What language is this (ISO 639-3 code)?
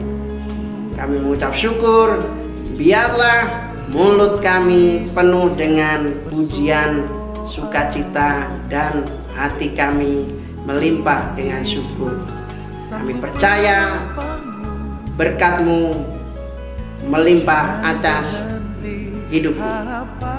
ind